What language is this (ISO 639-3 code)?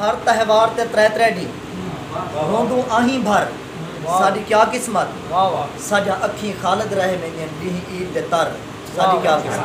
skr